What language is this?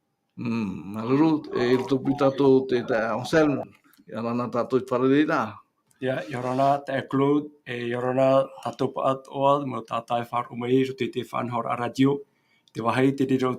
Tahitian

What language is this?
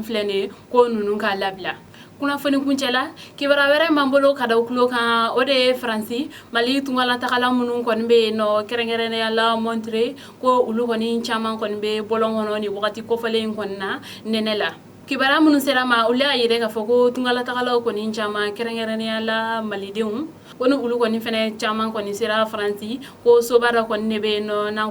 Bambara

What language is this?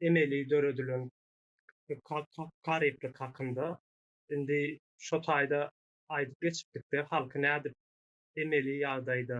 Turkmen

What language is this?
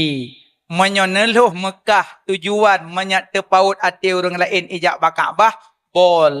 Achinese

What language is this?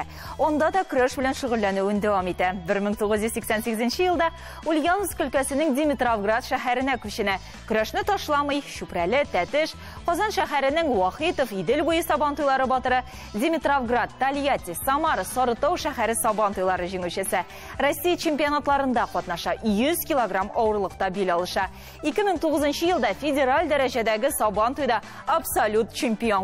Tatar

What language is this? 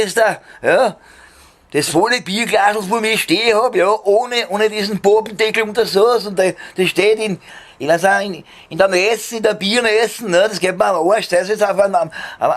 Bavarian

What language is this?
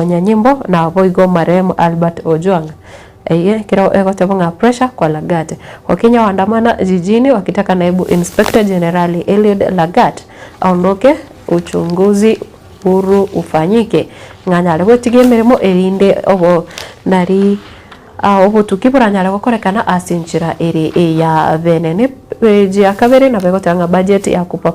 Gusii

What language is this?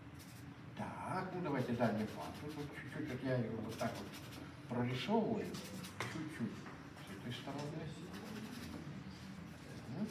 Russian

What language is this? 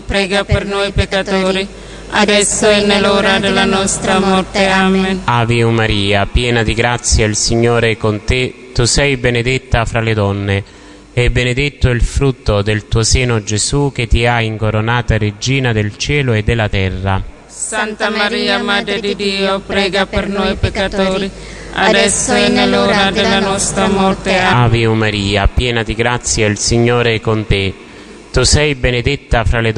Italian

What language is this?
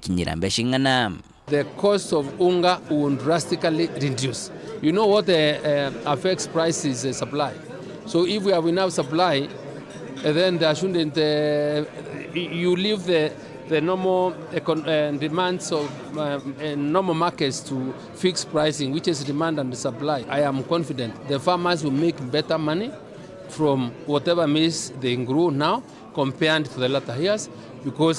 Meru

